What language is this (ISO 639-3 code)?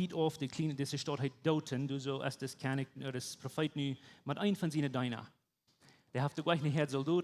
pdt